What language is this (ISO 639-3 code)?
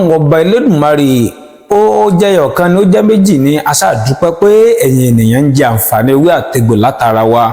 yor